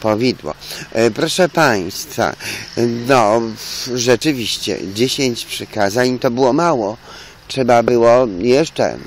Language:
Polish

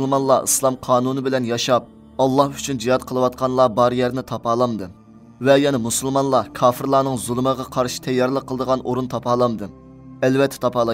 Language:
Uyghur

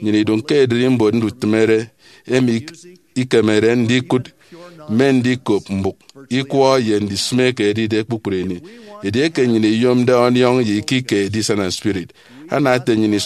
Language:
Efik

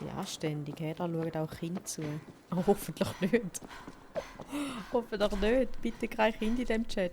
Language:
Swiss German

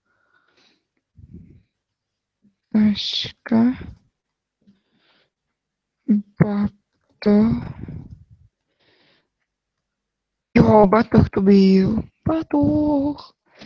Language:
Czech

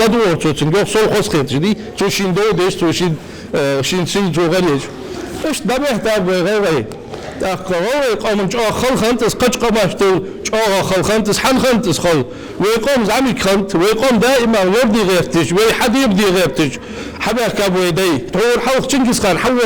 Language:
Ingush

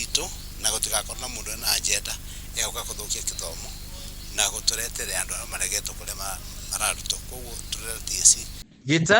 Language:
Kikuyu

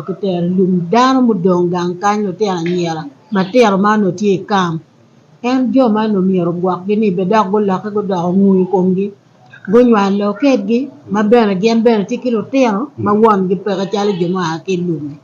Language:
Acoli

